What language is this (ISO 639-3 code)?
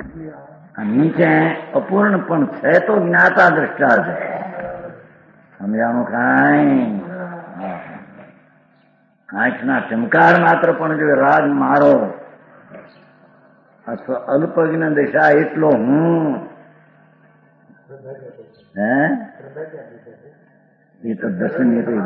guj